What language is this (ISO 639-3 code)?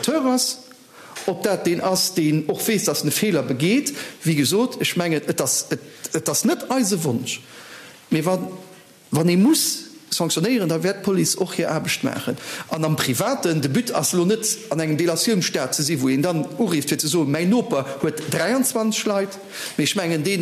ltz